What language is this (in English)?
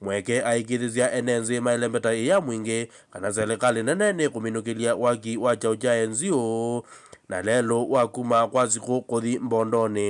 Kamba